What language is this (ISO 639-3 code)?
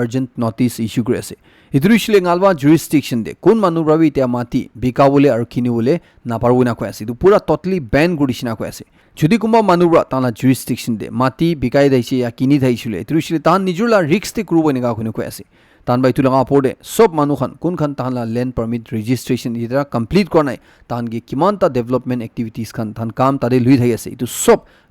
nag